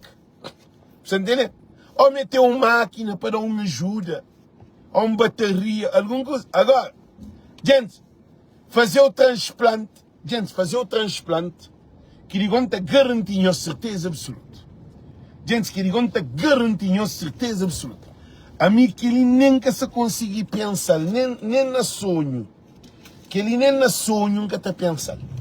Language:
Kabuverdianu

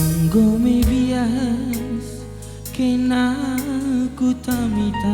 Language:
Batak Karo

